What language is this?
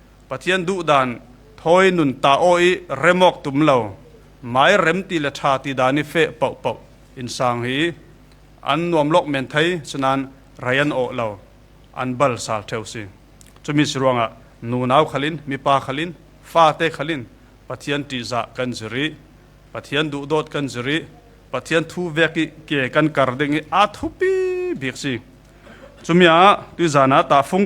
Falam Chin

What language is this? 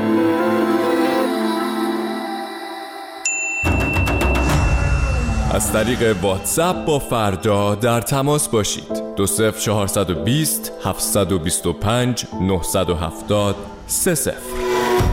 Persian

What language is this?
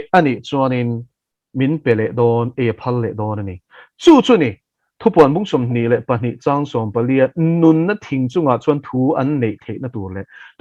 Mizo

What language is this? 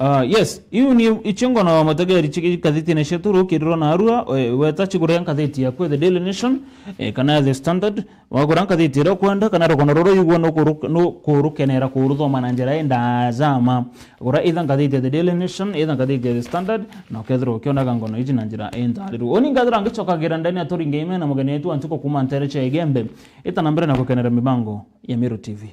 Meru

